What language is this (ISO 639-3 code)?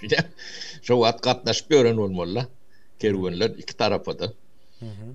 tuk